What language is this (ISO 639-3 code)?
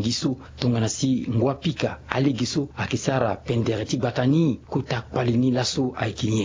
sag